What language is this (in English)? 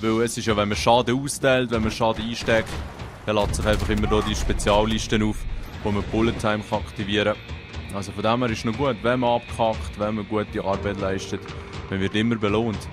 Swiss German